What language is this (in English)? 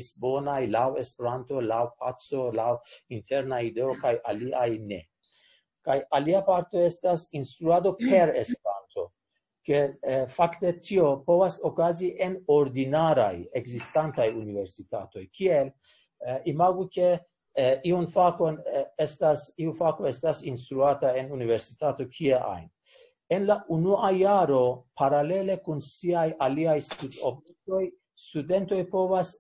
Esperanto